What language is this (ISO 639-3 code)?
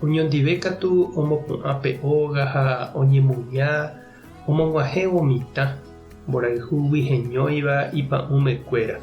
grn